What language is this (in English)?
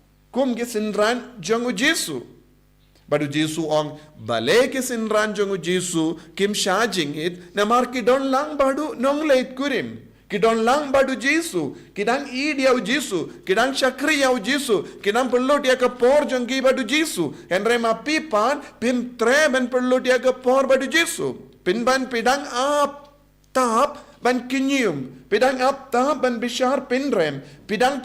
Khasi